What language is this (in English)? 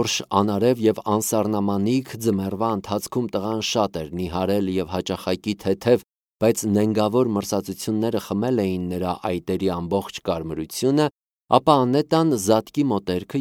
Armenian